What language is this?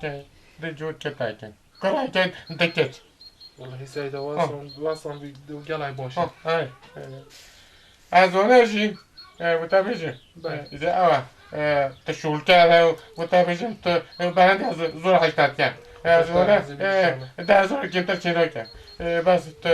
Kurdish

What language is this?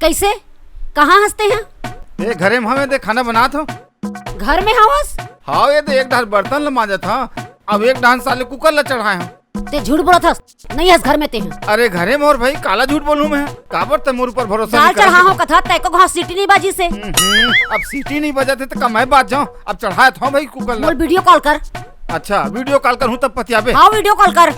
Chhattisgarhi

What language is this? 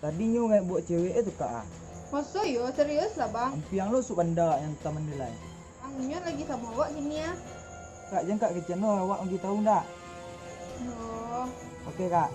Minangkabau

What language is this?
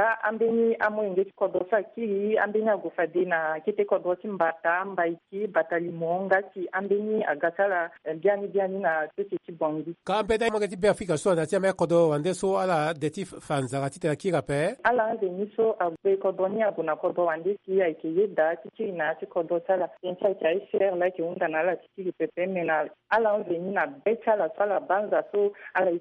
Sango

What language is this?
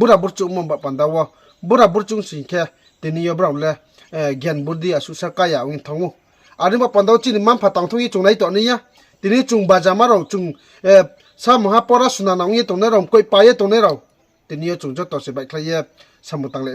Riang (India)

